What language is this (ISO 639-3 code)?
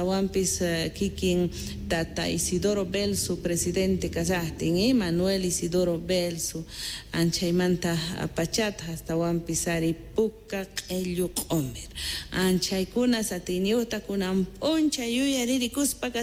quh